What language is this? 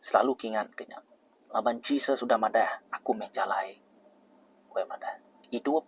Iban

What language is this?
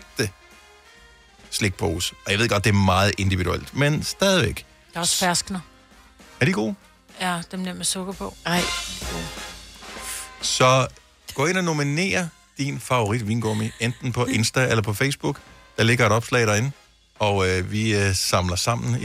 Danish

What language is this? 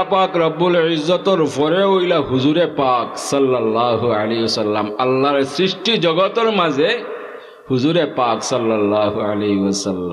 Sylheti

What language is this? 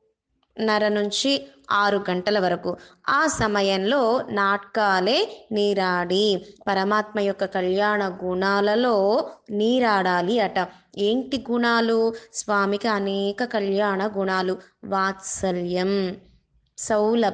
Telugu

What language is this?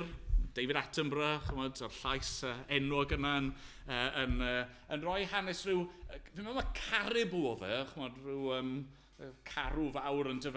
Welsh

